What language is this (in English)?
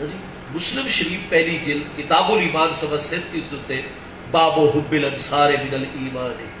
Saraiki